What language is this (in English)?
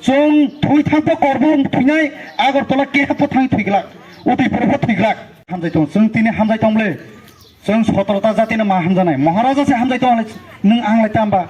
Kok Borok